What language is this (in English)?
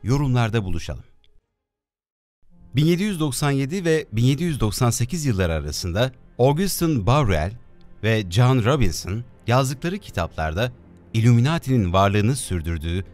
Turkish